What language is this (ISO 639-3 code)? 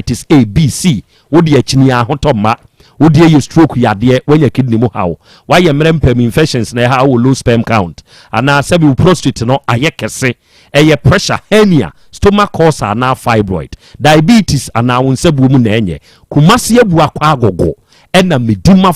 aka